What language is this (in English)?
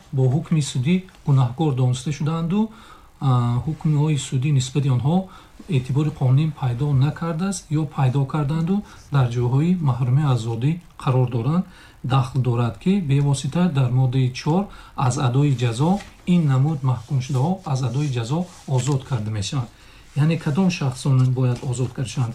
Tajik